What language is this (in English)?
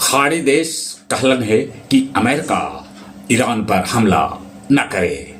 Magahi